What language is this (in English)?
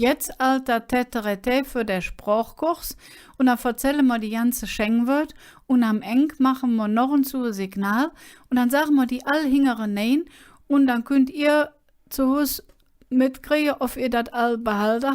Colognian